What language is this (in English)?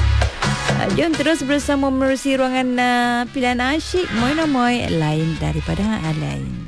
Malay